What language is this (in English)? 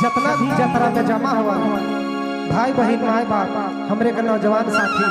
Sadri